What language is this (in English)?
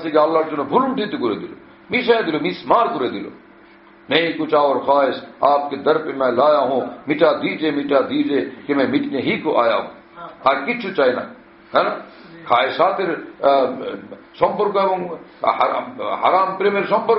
Bangla